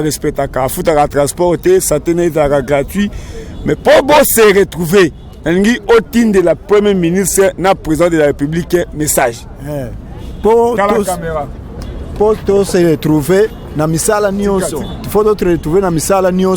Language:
Lingala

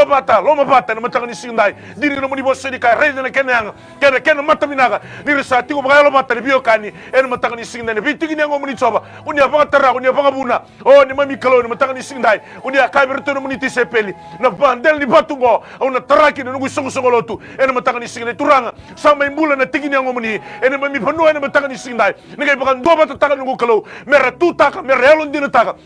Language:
Fijian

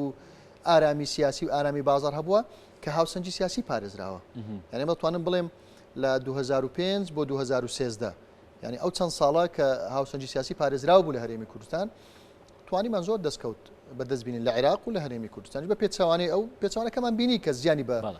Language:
Central Kurdish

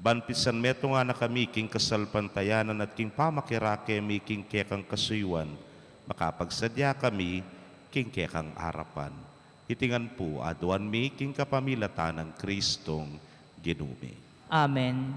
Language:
Pampanga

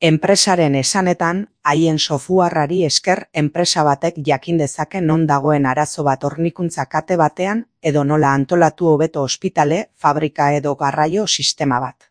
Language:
Basque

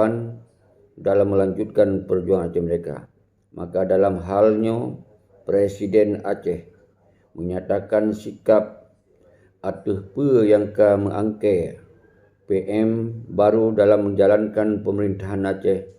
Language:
Achinese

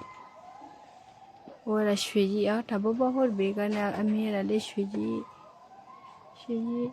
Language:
S'gaw Karen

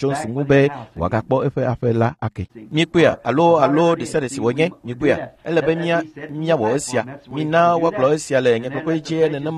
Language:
Ewe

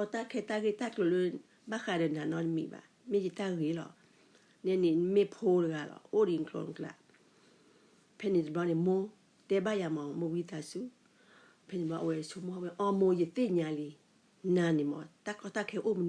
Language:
S'gaw Karen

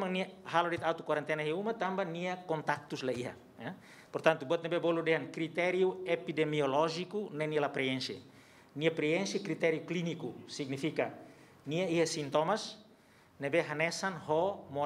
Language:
Tetum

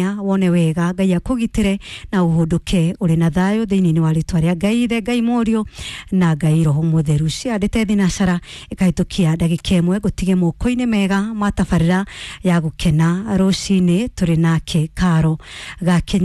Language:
Kikuyu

